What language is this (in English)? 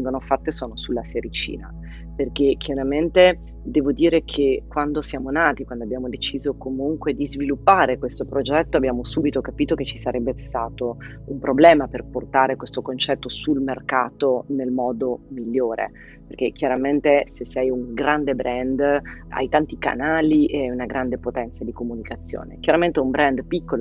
Italian